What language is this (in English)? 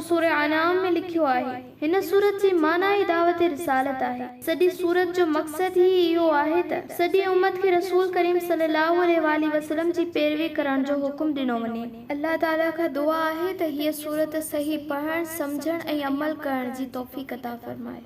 Sindhi